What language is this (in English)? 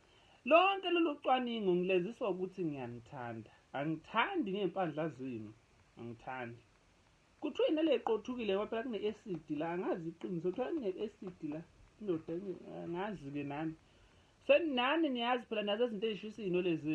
Zulu